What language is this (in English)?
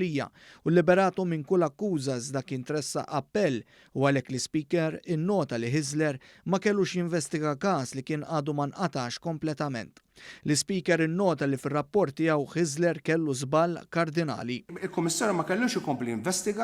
Maltese